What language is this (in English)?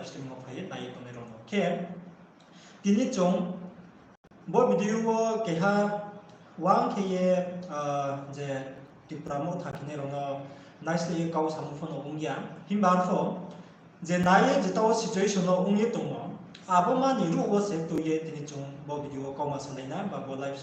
Riang (India)